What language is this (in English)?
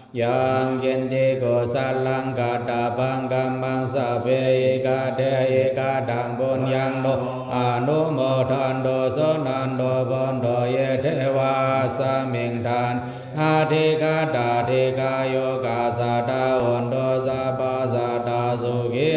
Pali